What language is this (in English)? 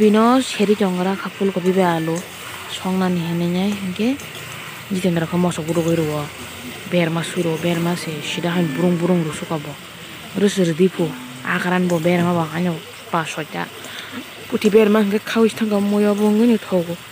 Kok Borok